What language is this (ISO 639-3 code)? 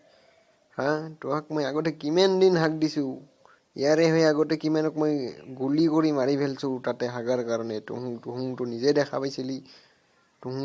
asm